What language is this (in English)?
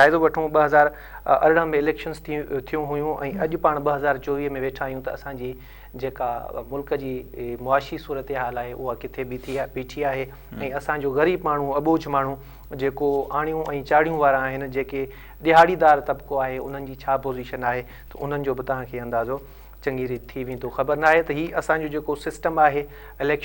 Sindhi